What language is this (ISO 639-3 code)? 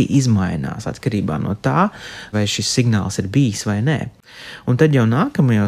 lav